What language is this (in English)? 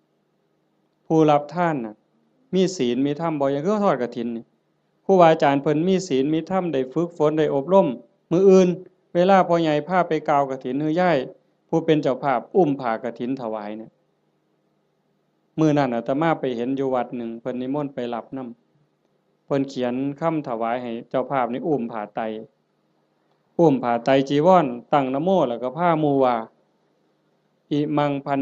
Lao